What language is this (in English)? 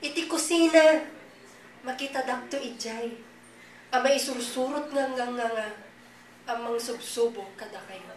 Iloko